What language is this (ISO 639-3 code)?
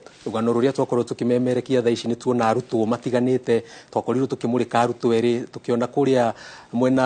kik